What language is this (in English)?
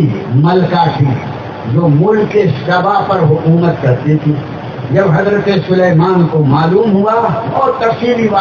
Urdu